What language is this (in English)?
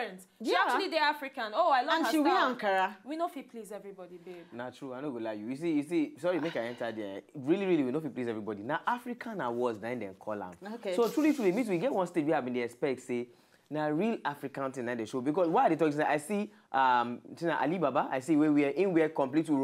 Nigerian Pidgin